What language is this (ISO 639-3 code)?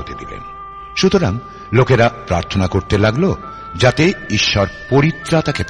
ben